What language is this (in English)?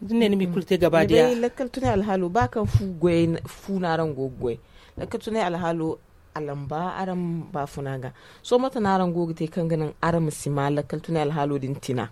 Zarma